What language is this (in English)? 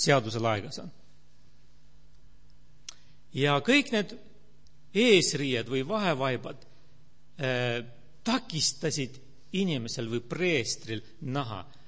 Estonian